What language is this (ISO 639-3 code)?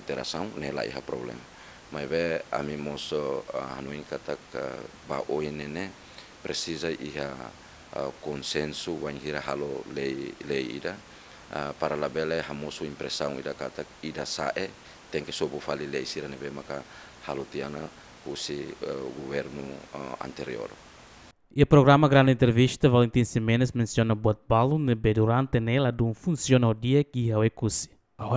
tet